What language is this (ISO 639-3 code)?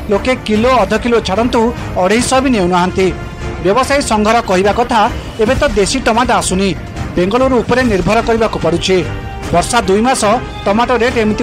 ori